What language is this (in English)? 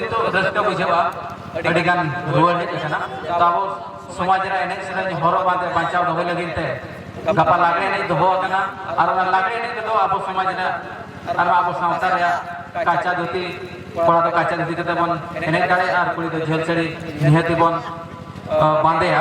Santali